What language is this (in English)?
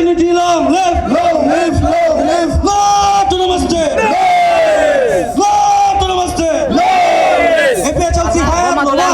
Karbi